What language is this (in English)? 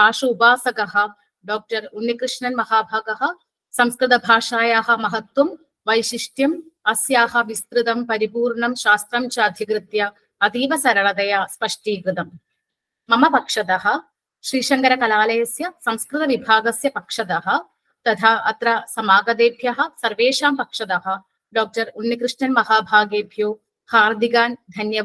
Sanskrit